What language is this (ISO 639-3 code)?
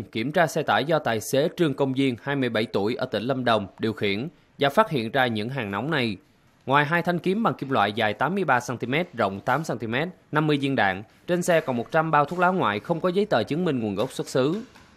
vie